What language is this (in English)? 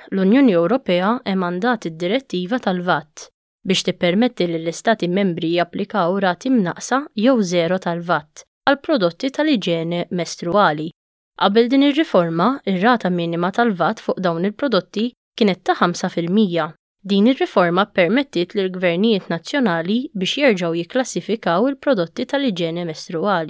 Maltese